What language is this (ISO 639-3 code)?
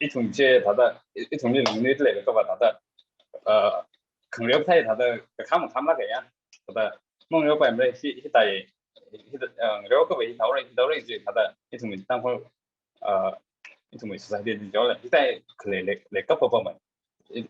nmf